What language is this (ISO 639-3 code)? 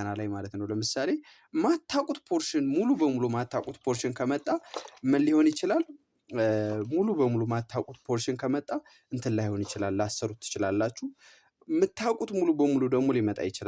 amh